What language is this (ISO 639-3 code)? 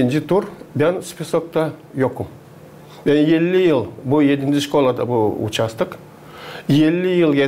gag